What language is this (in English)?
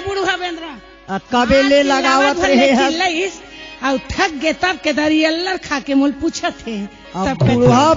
Chhattisgarhi